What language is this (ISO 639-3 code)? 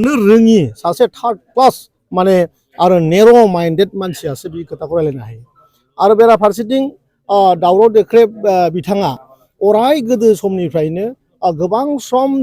brx